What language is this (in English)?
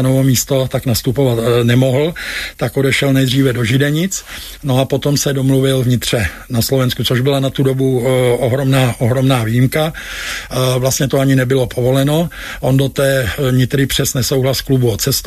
Czech